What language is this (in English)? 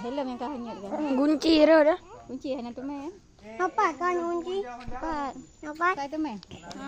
Achinese